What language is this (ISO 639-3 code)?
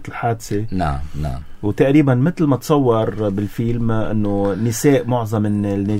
apc